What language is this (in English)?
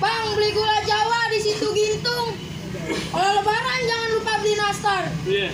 Betawi